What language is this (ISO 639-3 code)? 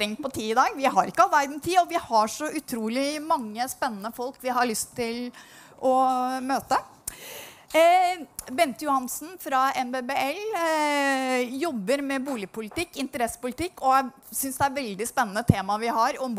nor